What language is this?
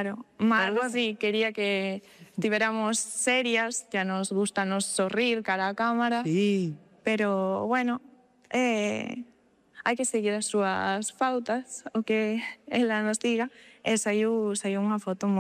Galician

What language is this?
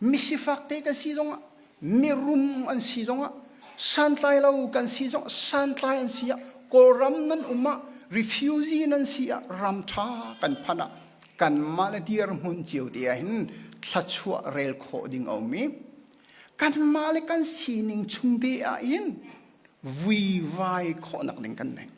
Hakha Chin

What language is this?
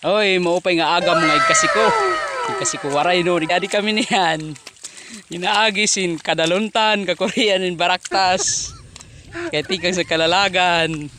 Waray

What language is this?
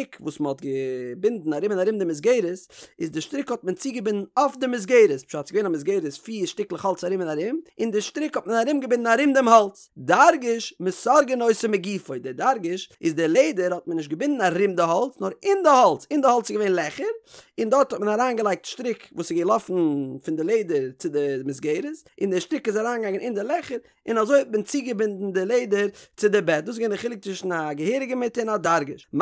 Yiddish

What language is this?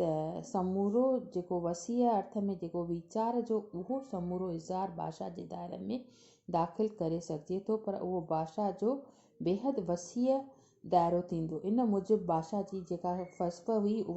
Sindhi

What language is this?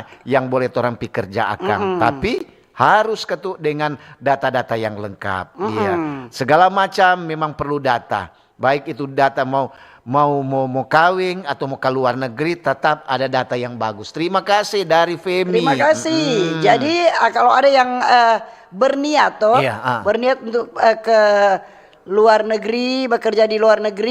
Manado Malay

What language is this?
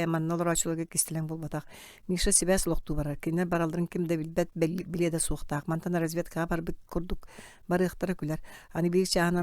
Yakut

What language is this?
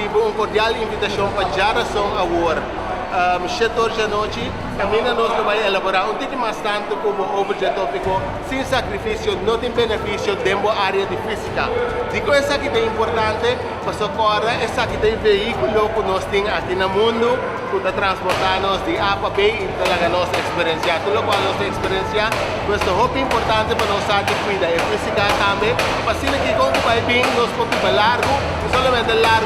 Papiamento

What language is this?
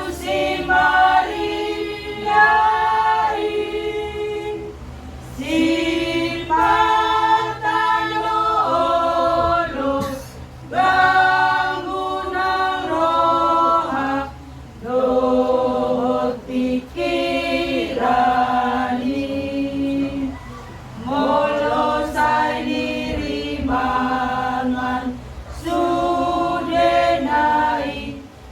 Batak Toba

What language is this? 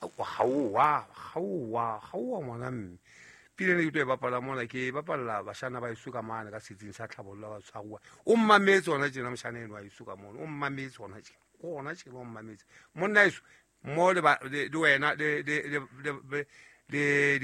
Southern Sotho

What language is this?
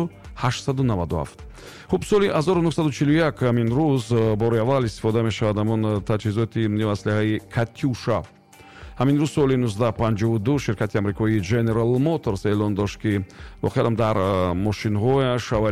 Tajik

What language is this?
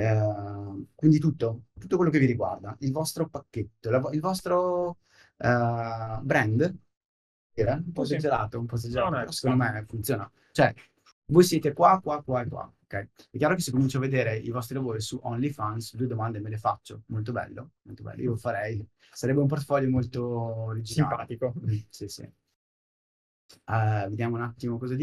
Italian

